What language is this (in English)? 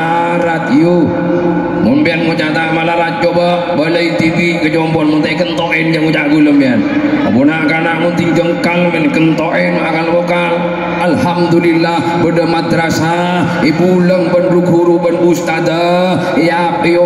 Madurese